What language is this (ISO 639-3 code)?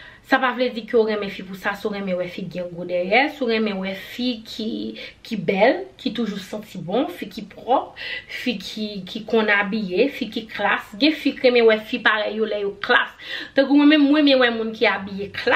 hat